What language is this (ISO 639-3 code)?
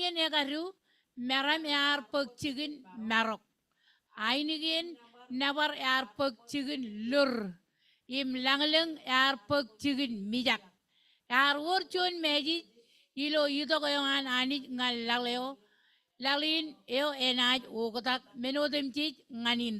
mah